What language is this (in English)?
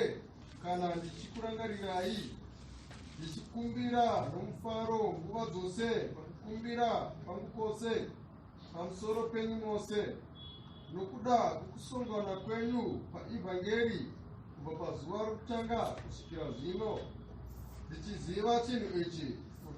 Shona